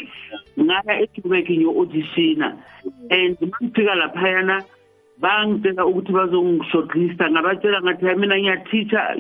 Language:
South Ndebele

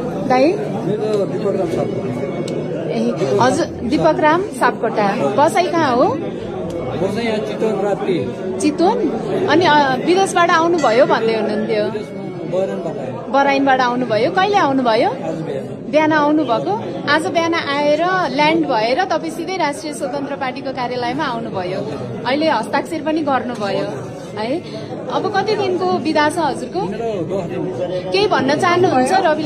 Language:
Nepali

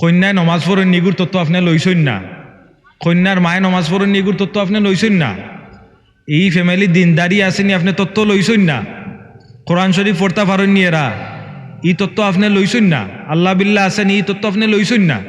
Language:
Sylheti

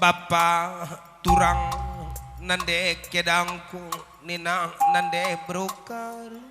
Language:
Batak Karo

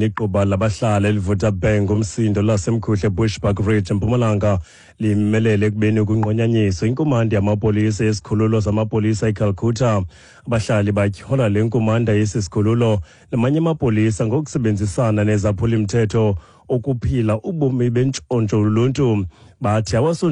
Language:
Xhosa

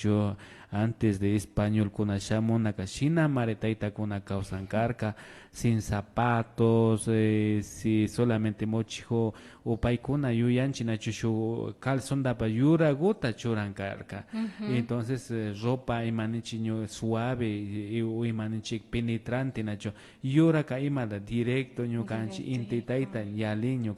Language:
Imbabura Highland Quichua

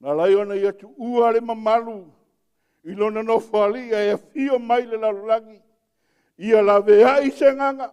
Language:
Samoan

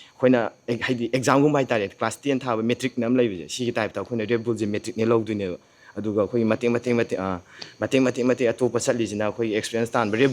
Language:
Manipuri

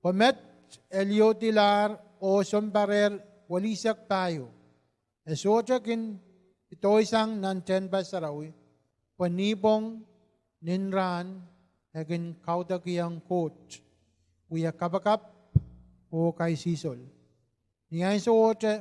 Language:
Pohnpeian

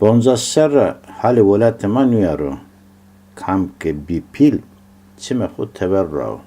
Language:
Zaza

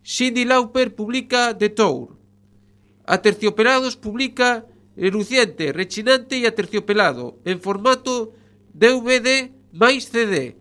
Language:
Galician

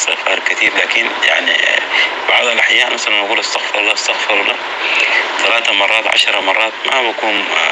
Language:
North Levantine Arabic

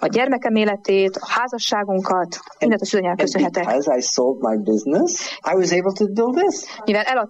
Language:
Hungarian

